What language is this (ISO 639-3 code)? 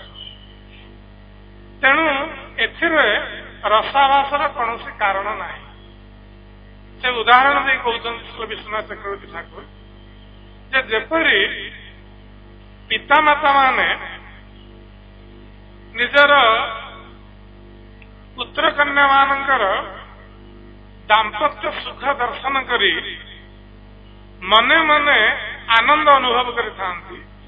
ori